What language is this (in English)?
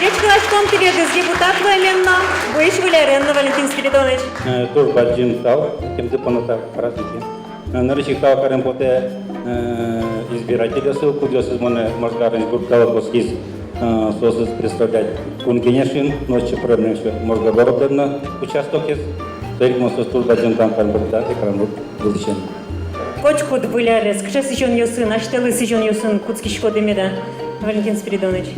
Udmurt